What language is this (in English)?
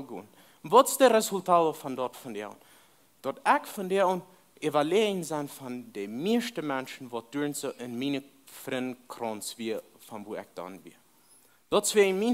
Plautdietsch